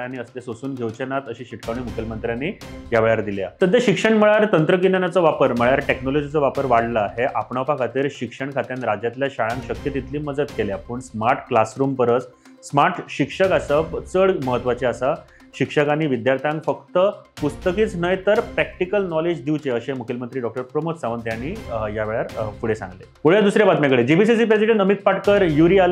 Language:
Konkani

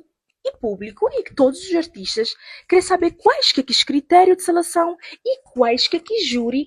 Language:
Kabuverdianu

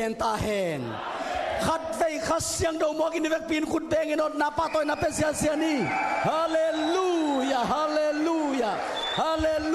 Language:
Tedim Chin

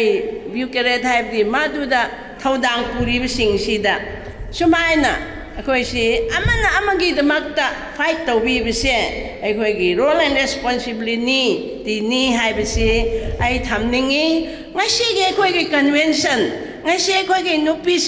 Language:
Manipuri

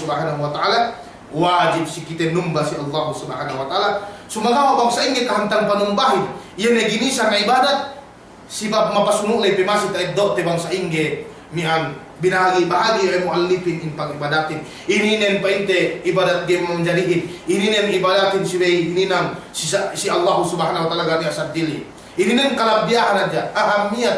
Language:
Yakan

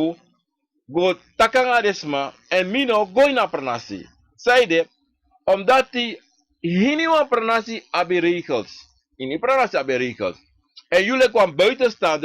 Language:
Sranan Tongo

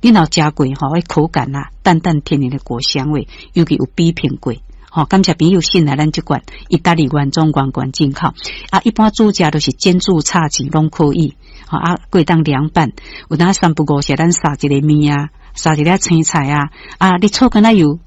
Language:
Min Nan Chinese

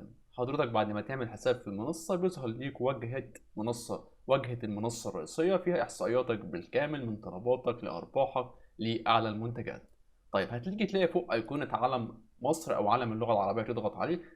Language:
Egyptian Arabic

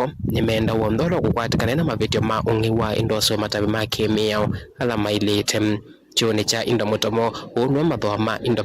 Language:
Kamba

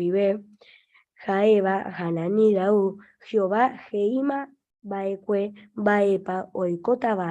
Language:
Guarani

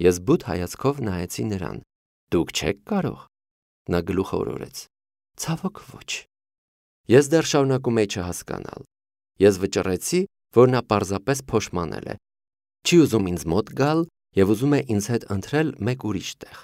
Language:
Armenian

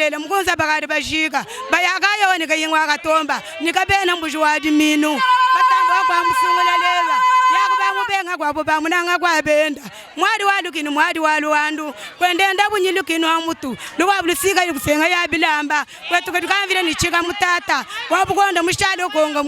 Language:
Luba-Lulua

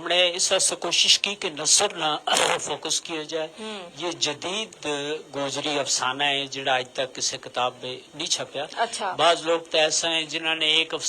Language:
Gujari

